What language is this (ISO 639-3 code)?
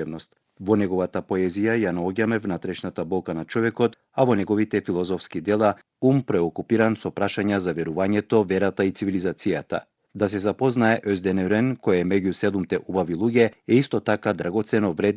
mkd